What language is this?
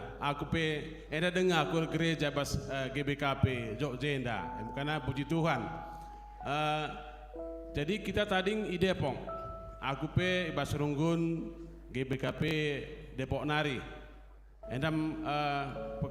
Batak Karo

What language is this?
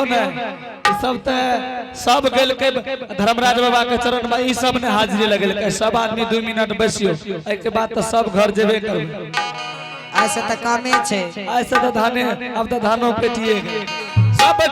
Angika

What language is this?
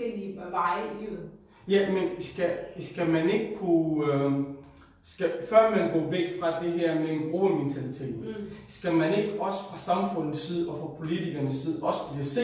Danish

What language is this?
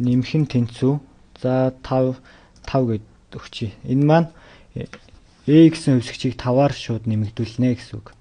Mongolian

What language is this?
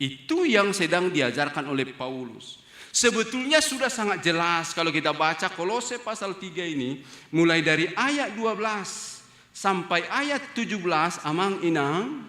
Batak Toba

